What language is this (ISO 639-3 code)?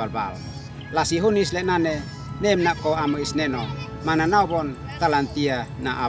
aoz